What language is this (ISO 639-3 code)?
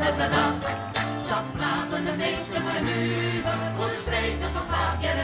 fry